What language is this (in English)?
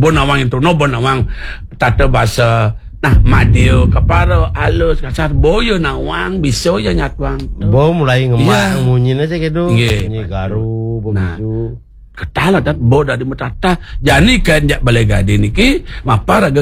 Balinese